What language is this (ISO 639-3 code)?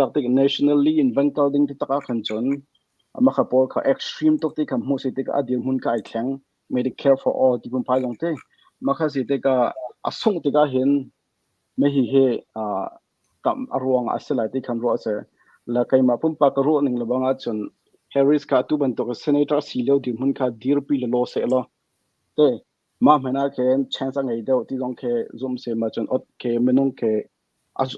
cnh